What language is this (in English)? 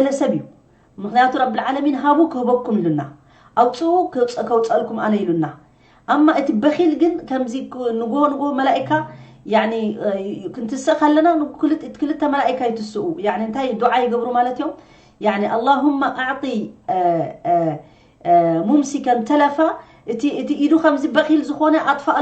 Tigrinya